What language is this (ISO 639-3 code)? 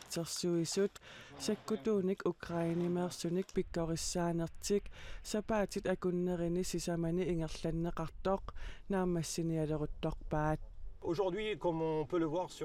kal